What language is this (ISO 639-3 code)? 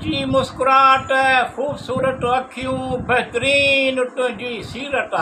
snd